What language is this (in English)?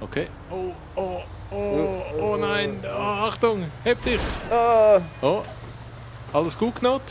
Swiss German